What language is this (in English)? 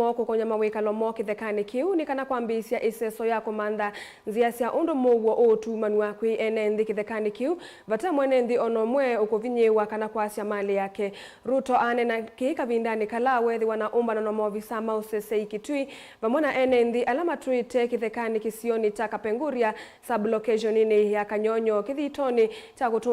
Kamba